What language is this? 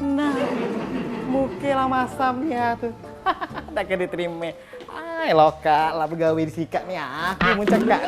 Musi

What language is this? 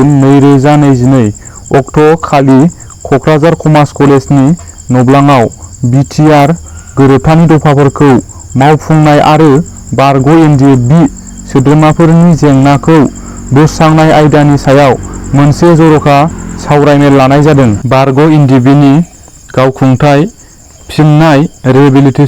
Bodo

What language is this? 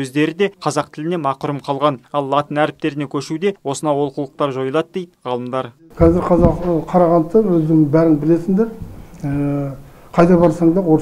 Kazakh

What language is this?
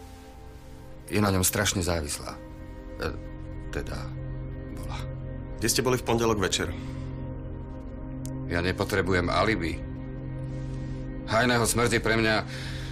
Slovak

